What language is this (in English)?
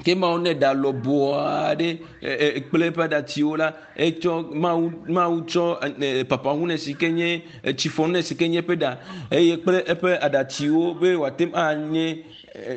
Ewe